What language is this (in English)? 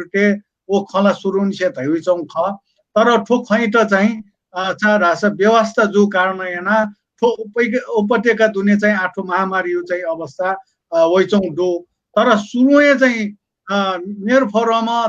Newari